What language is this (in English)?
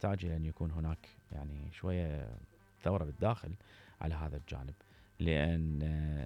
Mesopotamian Arabic